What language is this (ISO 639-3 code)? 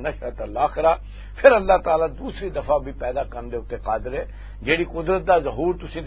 lah